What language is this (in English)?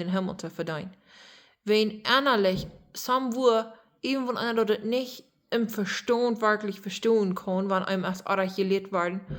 Plautdietsch